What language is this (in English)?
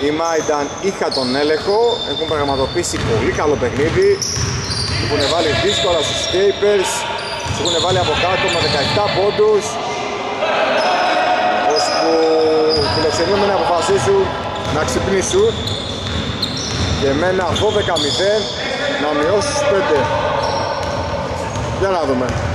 Greek